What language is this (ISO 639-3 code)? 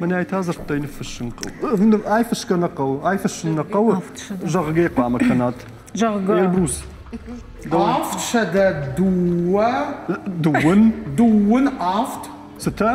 oss